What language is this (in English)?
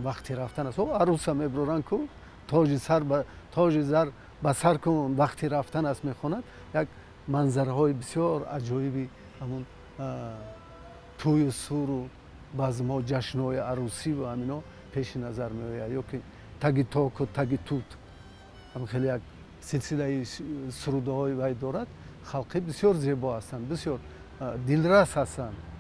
Tajik